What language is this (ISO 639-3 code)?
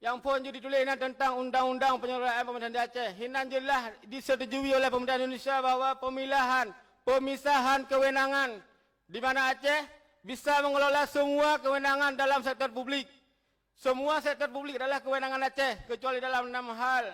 ace